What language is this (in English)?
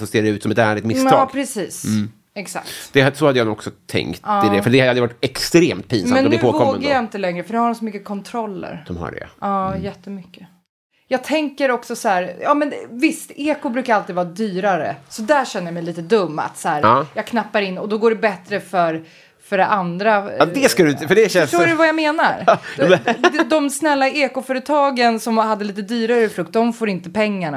Swedish